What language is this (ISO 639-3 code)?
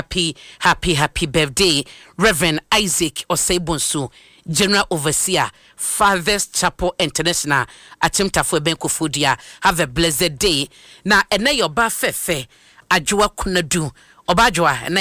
aka